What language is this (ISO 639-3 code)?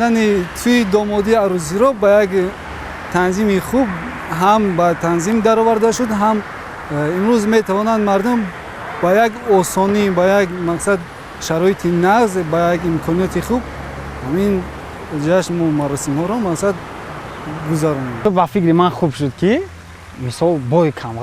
tgk